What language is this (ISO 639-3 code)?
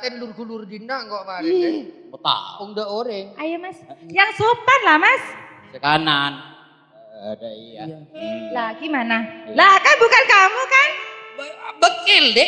mad